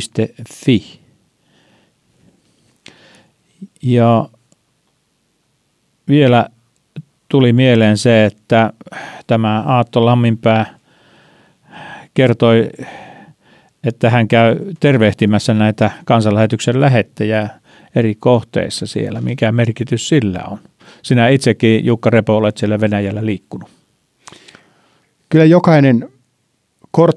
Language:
Finnish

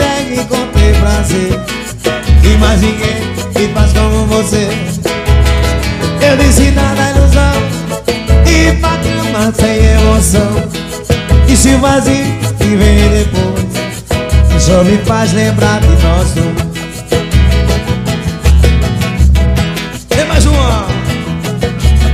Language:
Portuguese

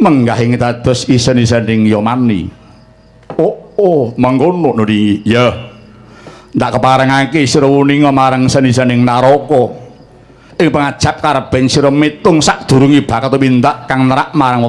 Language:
Javanese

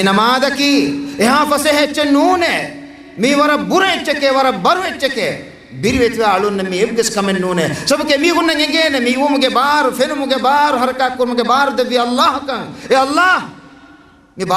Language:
Divehi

